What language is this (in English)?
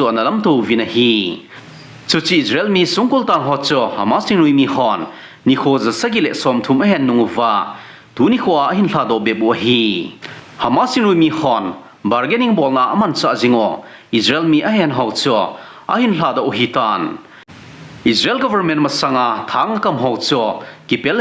Thado Chin